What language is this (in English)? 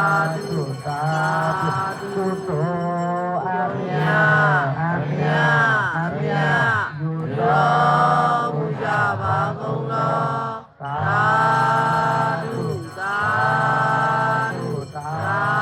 Pali